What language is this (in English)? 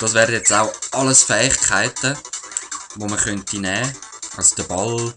Swiss German